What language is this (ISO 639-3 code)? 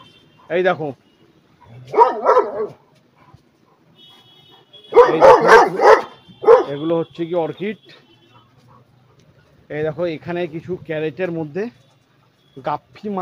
ben